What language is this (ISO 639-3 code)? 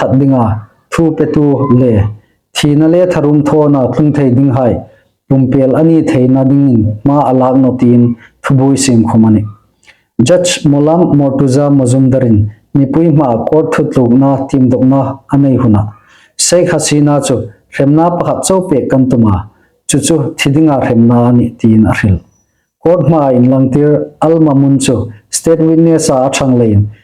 hmr